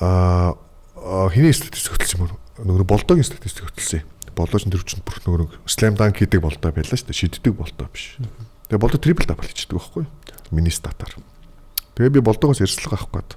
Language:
Mongolian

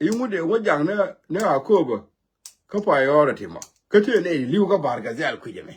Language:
Nuer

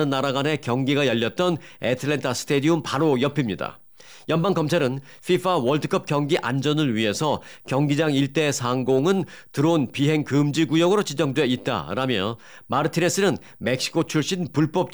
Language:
Korean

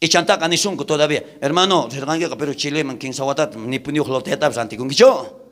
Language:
South Bolivian Quechua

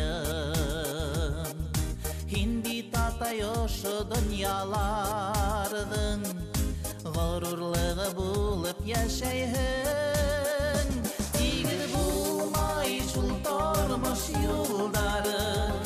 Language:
Bashkir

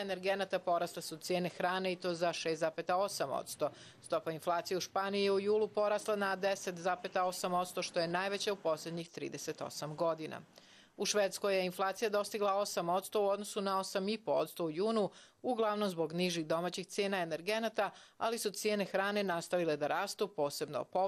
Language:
Croatian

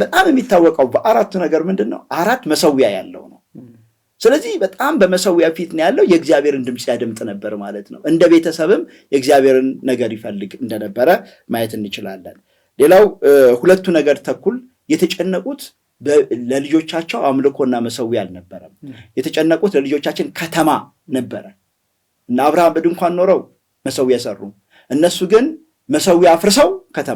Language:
Amharic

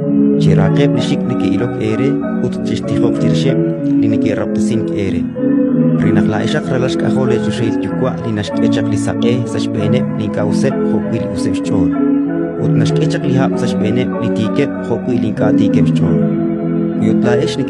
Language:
Kekchí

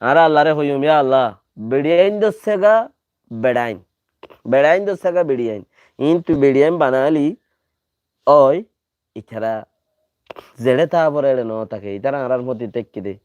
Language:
Rohingya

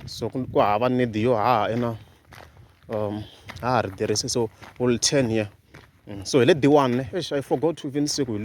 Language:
Tsonga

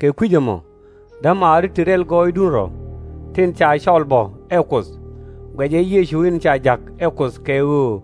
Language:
Nuer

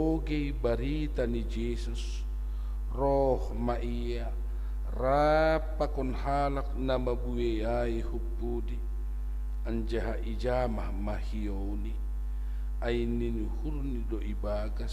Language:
Batak Simalungun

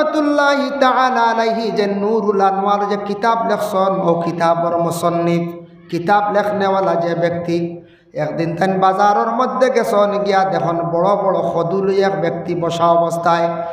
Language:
Sylheti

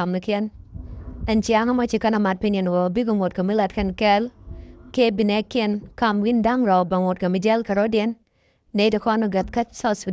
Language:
Nuer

